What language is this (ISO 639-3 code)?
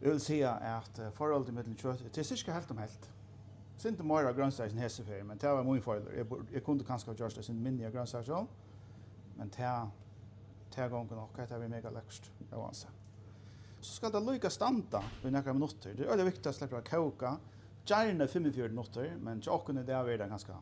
fao